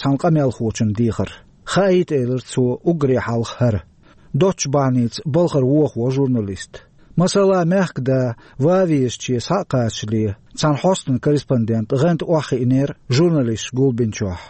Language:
Chechen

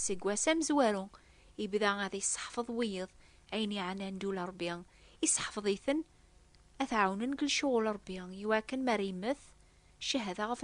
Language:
Kabyle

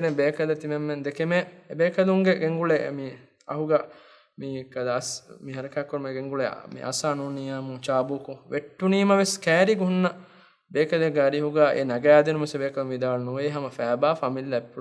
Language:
Divehi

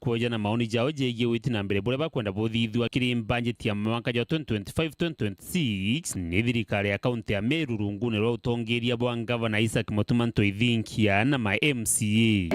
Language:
Meru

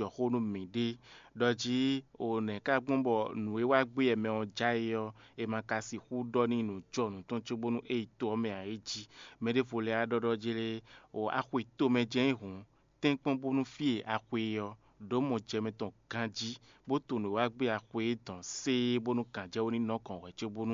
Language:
Fon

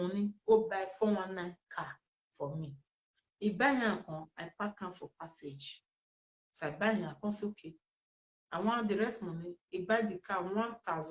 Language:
Nigerian Pidgin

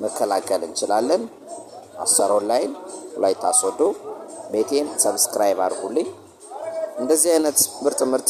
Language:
Amharic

